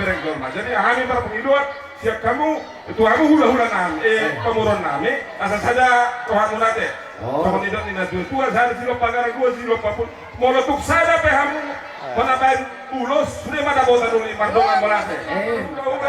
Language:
Batak Toba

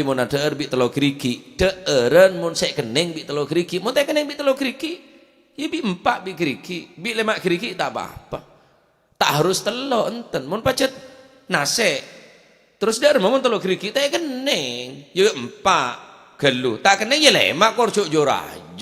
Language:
Madurese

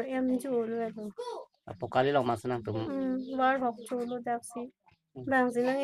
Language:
Karbi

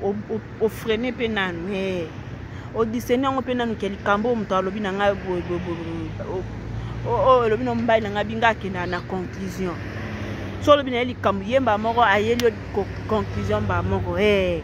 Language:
Lingala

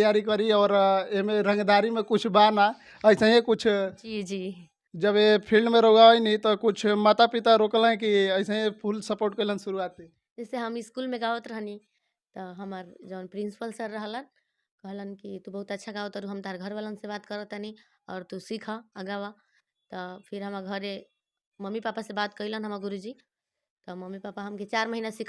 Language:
Bhojpuri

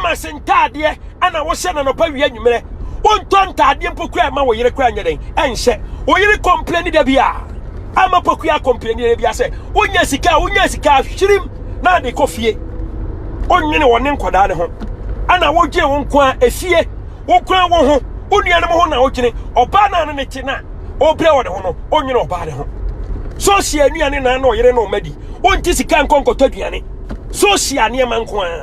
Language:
Akan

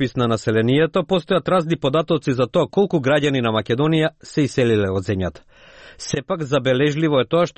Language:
Macedonian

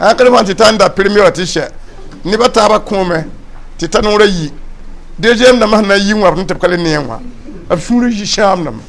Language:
Mossi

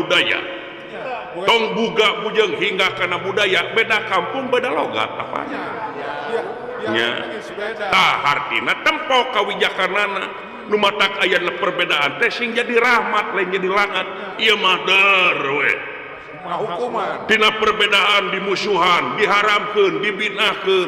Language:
Sundanese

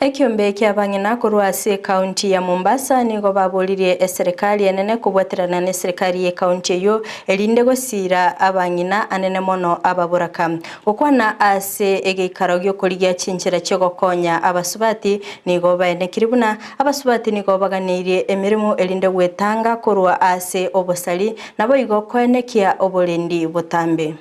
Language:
Gusii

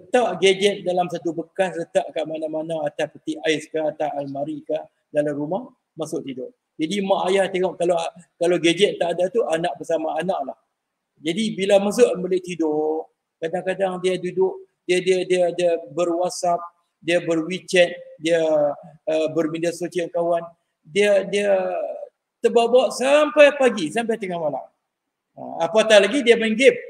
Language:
Malay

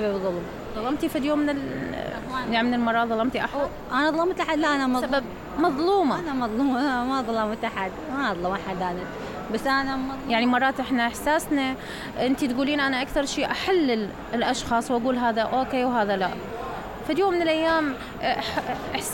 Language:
Mesopotamian Arabic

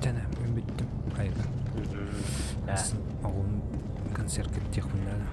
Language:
Yakut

